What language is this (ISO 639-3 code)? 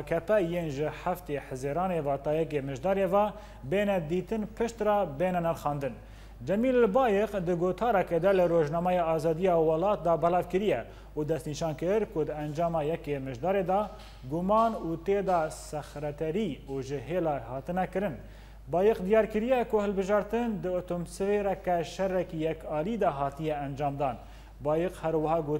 kur